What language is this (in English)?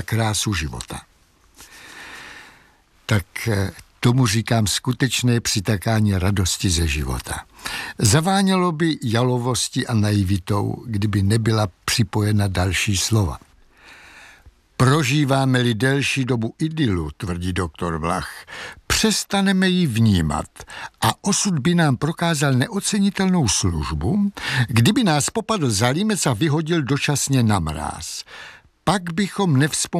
Czech